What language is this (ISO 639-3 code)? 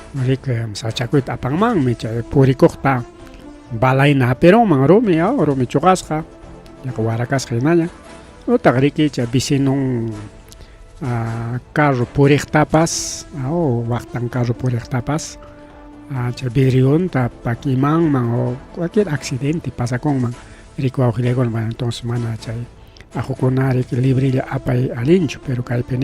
quy